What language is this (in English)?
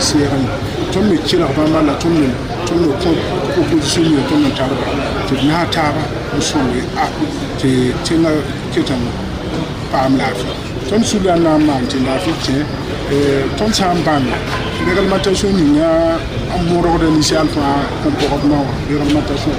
Mossi